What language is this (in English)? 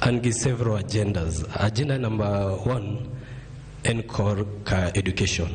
Luo (Kenya and Tanzania)